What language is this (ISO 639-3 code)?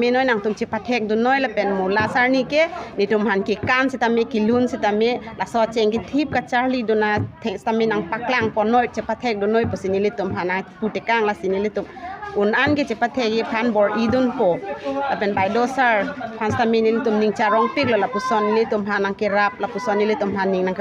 mjw